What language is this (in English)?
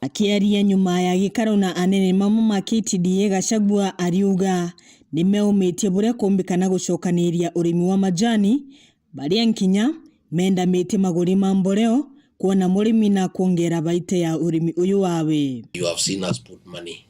Meru